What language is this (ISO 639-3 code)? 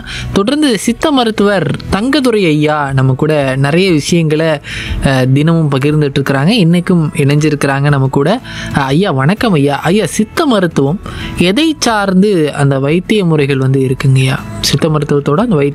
tam